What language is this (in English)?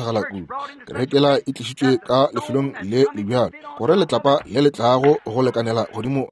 Northern Sotho